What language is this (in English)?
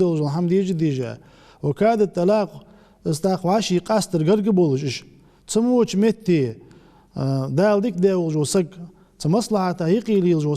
Ingush